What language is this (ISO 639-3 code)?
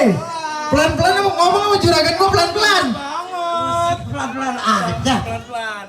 bew